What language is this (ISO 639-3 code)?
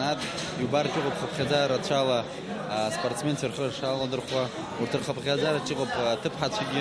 abk